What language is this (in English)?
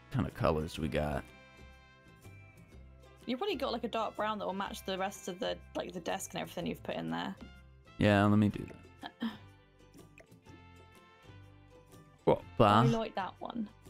English